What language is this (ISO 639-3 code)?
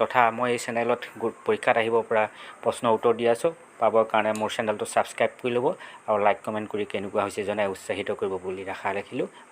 asm